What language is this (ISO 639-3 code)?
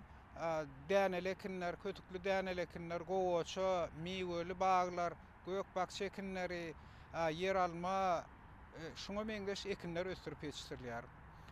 tuk